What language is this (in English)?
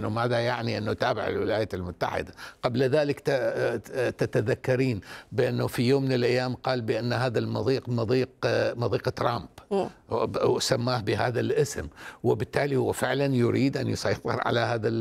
Arabic